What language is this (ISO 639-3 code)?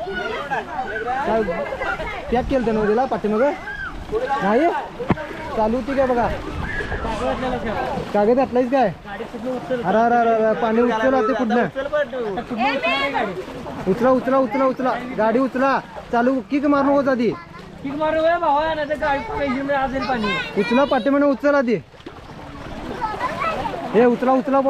mar